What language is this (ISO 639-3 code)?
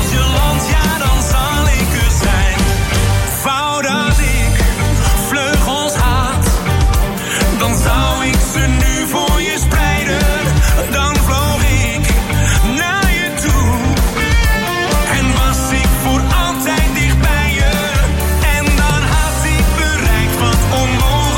nld